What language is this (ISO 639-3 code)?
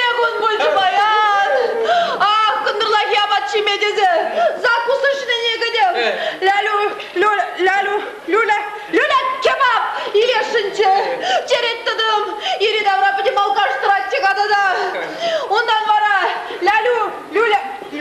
chv